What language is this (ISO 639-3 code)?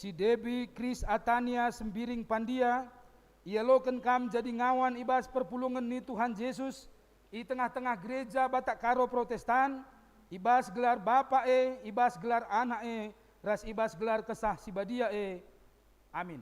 btx